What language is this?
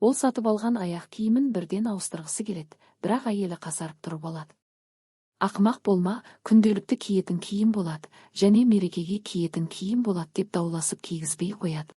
Kazakh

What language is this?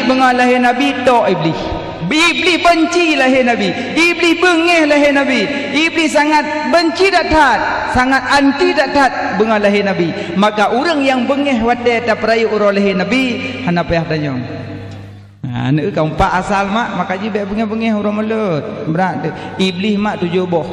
Achinese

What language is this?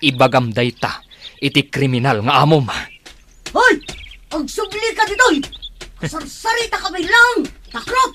Iloko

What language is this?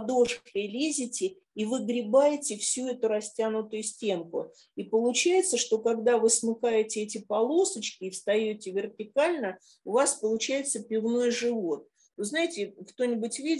Russian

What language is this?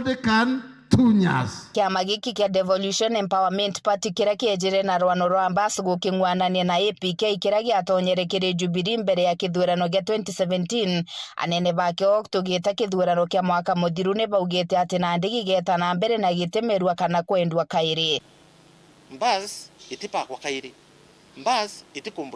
Meru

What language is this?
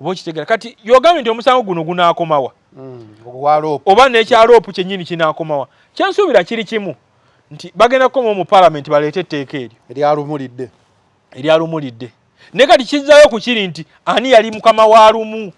Ganda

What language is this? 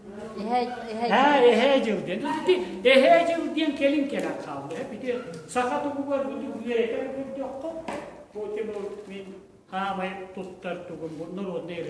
Yakut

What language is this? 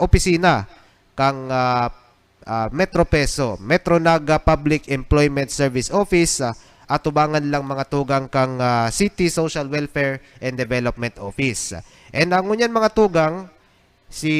Bikol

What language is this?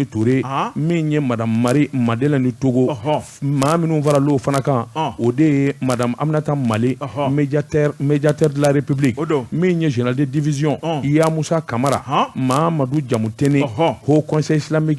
Bambara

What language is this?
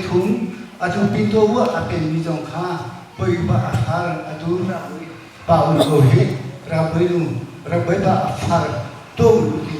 Hakha Chin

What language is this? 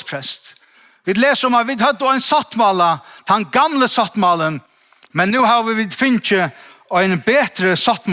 Faroese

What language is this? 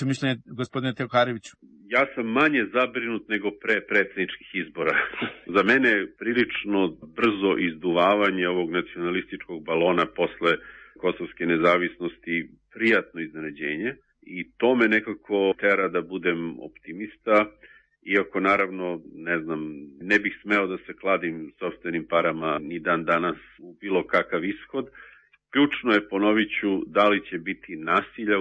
Serbian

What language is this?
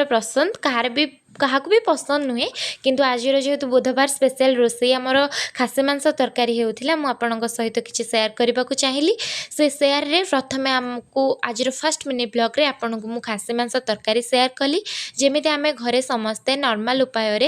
Odia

